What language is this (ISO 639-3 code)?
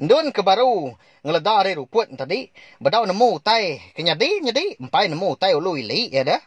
iba